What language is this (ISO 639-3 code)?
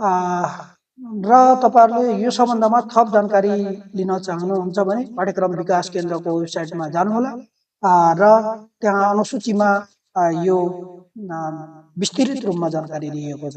nep